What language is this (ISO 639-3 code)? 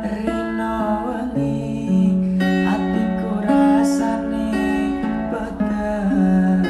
jav